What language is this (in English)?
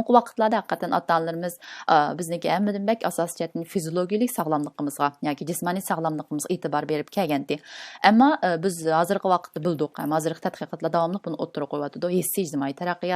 Uyghur